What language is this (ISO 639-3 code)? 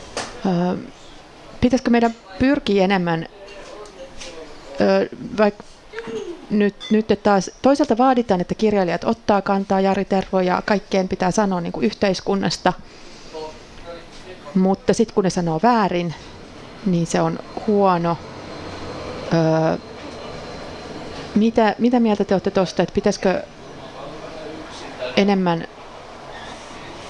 fin